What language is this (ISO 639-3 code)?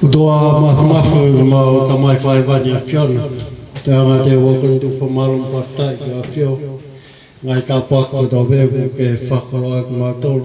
ton